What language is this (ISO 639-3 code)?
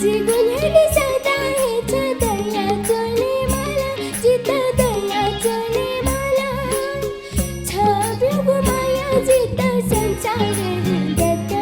new